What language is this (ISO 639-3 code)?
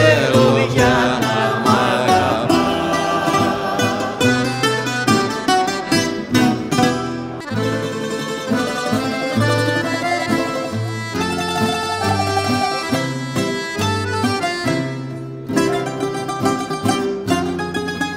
ell